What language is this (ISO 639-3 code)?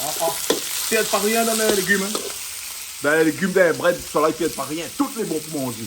rcf